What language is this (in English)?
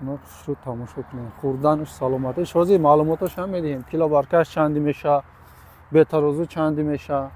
Tajik